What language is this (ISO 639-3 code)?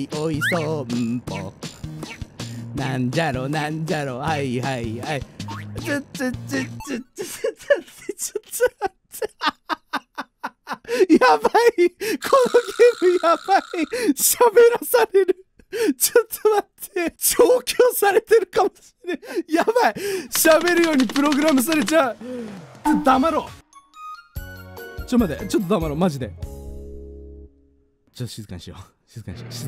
jpn